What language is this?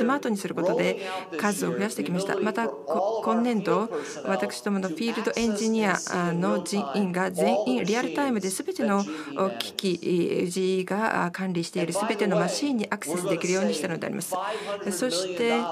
Japanese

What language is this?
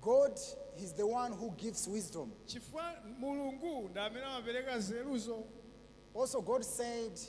Nyanja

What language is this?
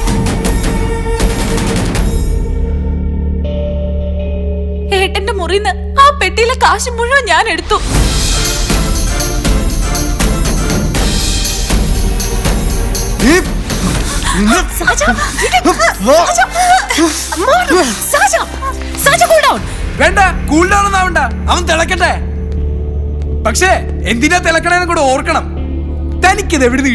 Malayalam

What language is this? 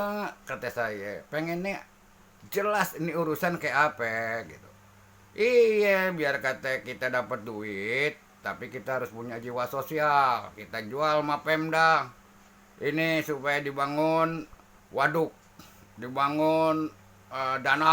Betawi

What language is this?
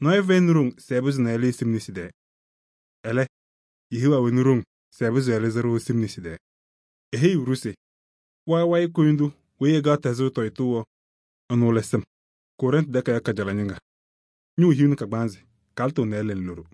Kabiyè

